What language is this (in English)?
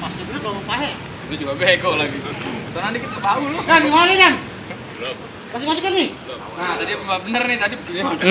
Betawi